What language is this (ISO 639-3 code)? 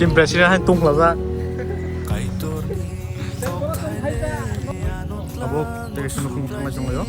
trp